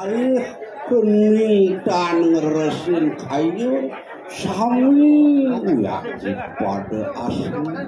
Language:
Balinese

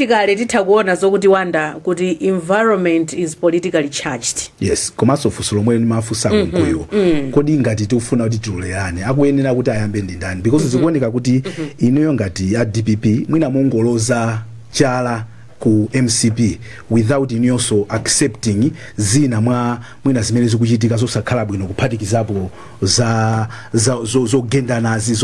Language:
Nyanja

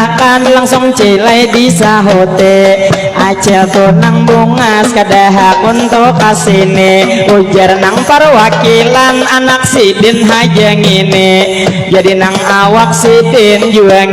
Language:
Banjar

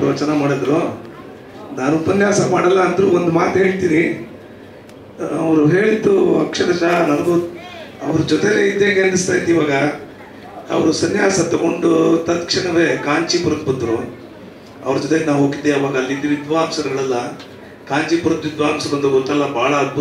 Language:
Kannada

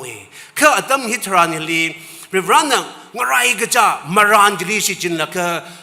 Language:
Tangkhul Naga (India)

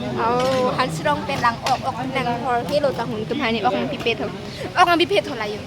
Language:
Karbi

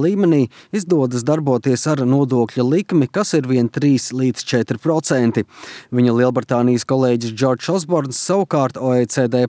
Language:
Latvian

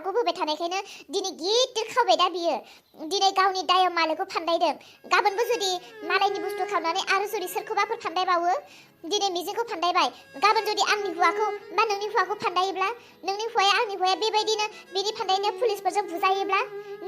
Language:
Bodo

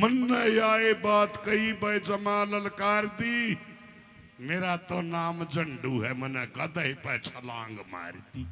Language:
Haryanvi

